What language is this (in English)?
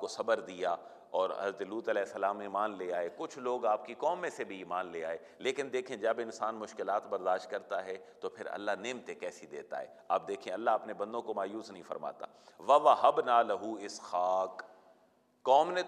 Urdu